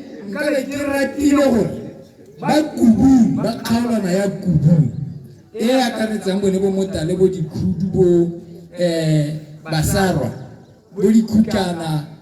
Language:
Tswana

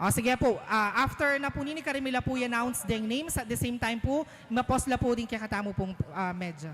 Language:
Pampanga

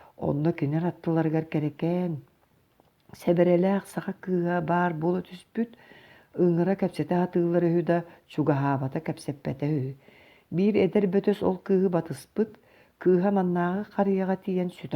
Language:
Yakut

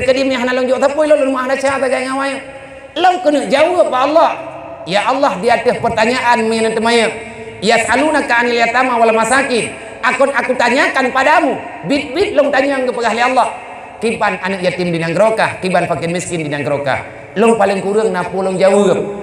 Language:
Achinese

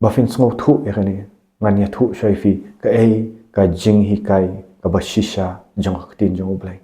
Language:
Khasi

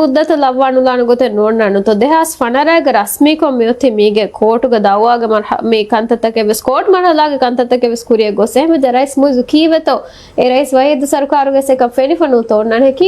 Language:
Divehi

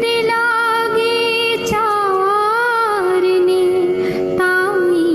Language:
Dogri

